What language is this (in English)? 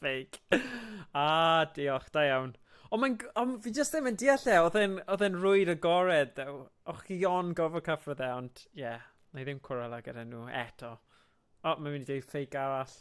Welsh